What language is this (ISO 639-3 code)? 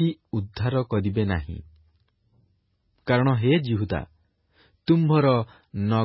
ori